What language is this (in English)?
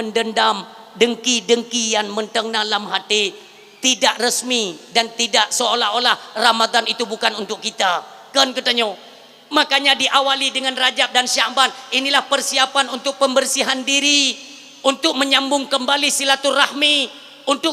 Achinese